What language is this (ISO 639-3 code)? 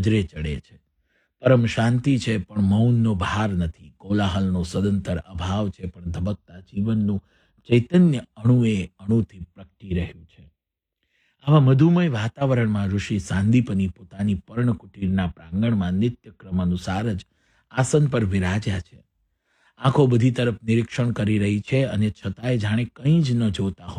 guj